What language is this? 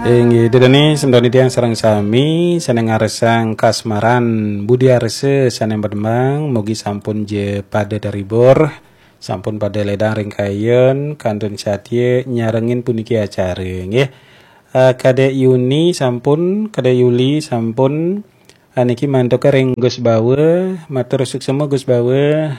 Balinese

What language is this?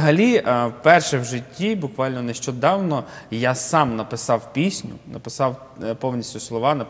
Ukrainian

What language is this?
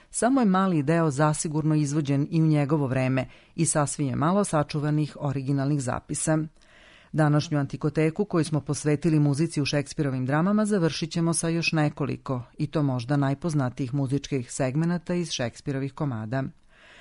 Serbian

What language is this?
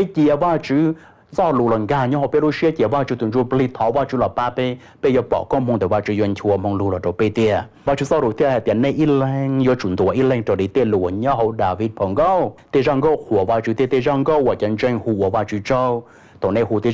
Hmong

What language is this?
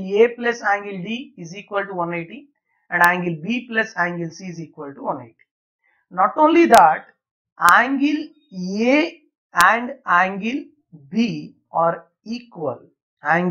English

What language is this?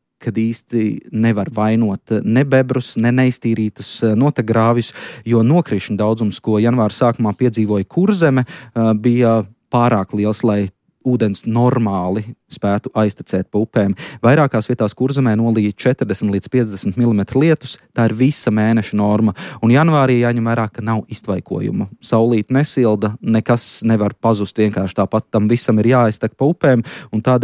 Latvian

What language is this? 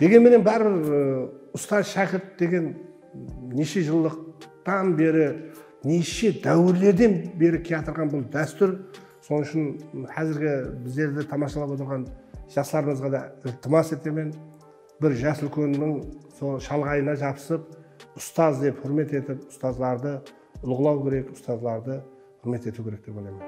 Kara-Kalpak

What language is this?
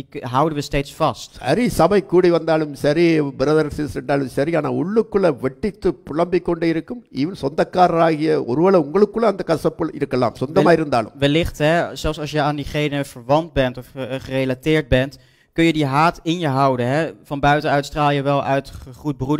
Tamil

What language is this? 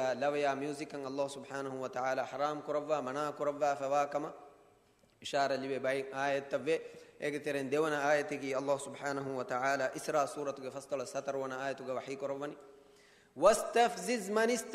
Divehi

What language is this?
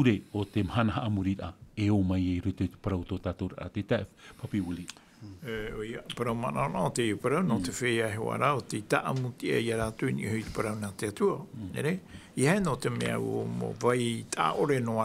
Tahitian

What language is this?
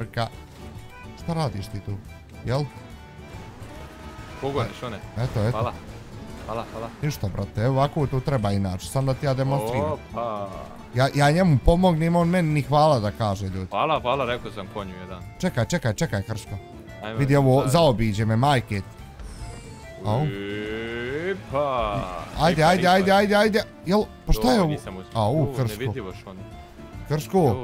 Bosnian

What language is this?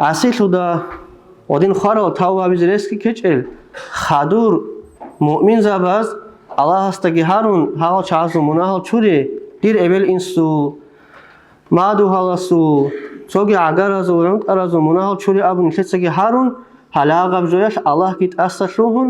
Avaric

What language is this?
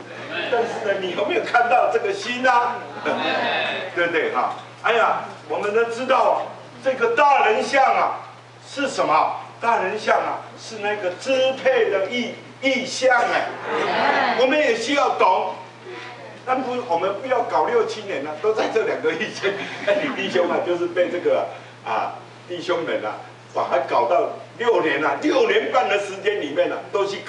Chinese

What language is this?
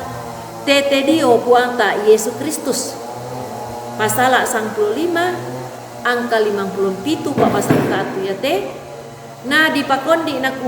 Toraja-Sa'dan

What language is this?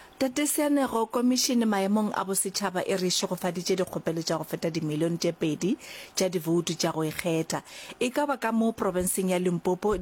Northern Sotho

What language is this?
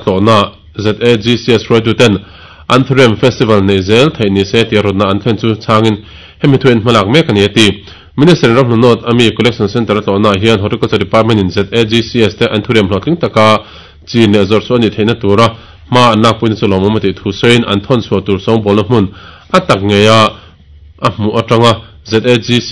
Mizo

